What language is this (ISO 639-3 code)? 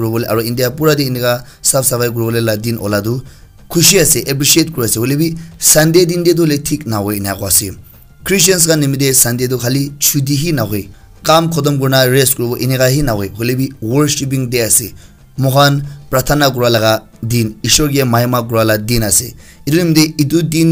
nag